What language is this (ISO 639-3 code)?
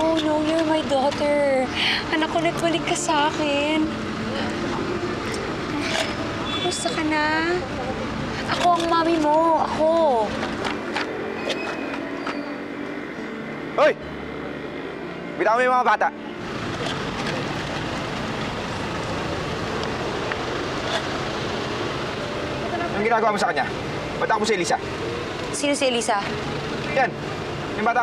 fil